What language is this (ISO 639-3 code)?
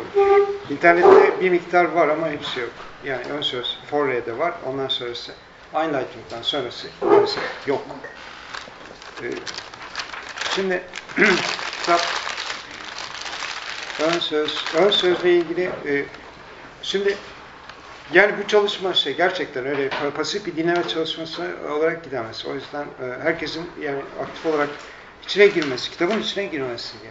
tur